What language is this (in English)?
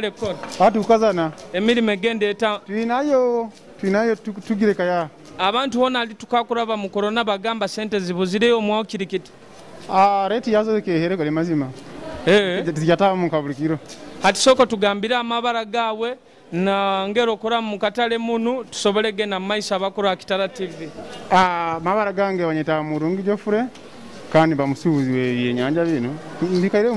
Nyoro